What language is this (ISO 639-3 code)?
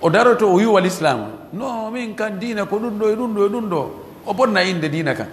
ful